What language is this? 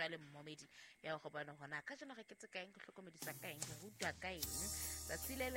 Southern Sotho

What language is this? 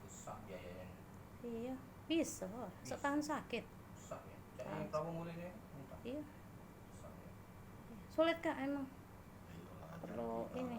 Musi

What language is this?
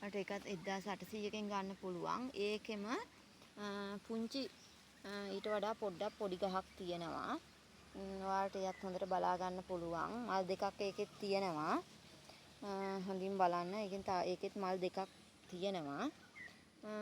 Sinhala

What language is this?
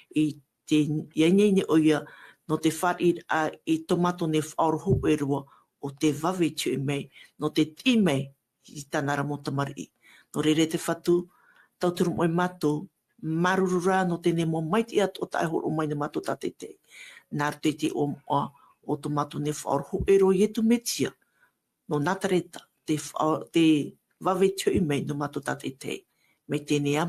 Tahitian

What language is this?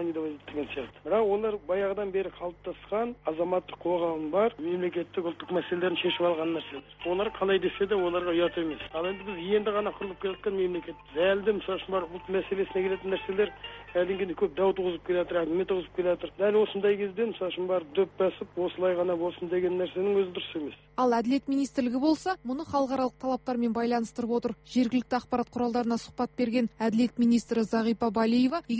Kazakh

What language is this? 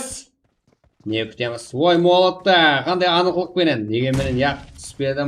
Kara-Kalpak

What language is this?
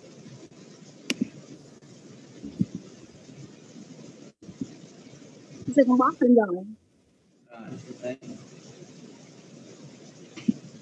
Vietnamese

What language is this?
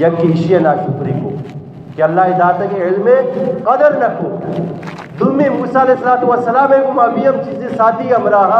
Eastern Balochi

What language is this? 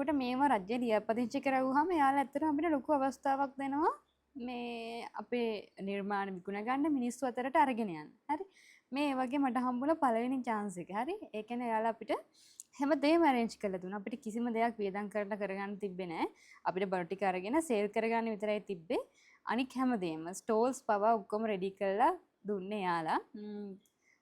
Sinhala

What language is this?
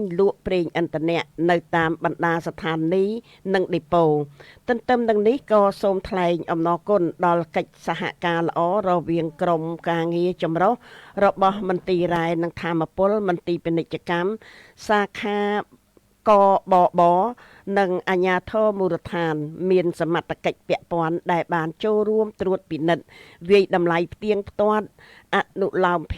Khmer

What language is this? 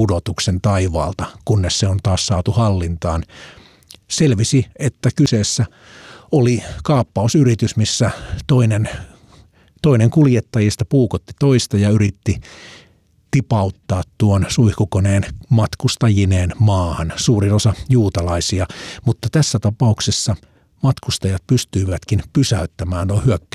Finnish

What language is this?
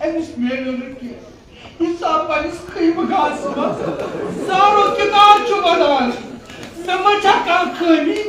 Kashmiri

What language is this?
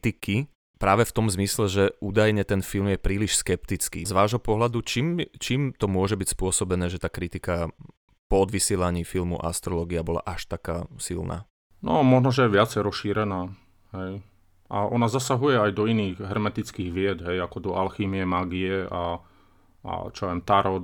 Slovak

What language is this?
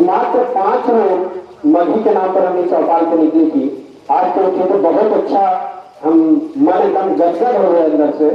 Magahi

